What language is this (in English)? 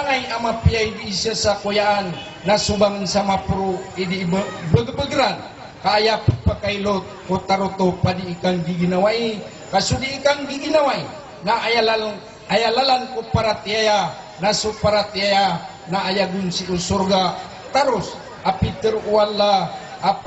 Maranao